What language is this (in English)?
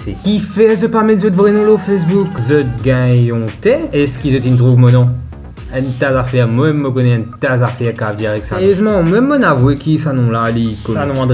Morisyen